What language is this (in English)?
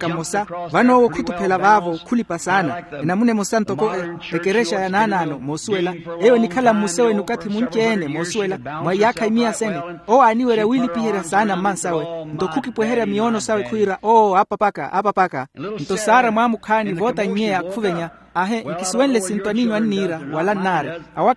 Makhuwa